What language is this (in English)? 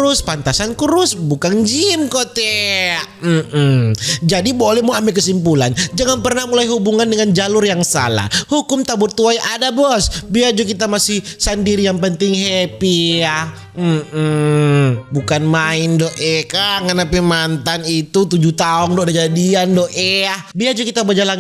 Manado Malay